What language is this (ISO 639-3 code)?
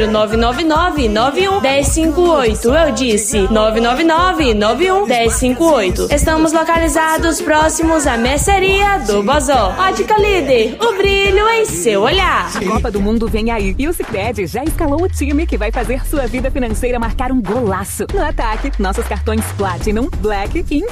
por